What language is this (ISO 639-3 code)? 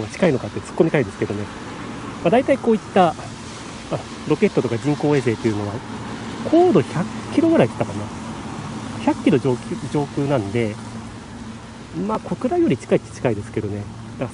jpn